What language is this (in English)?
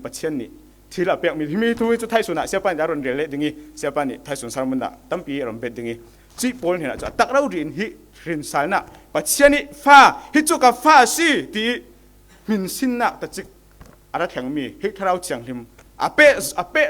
Falam Chin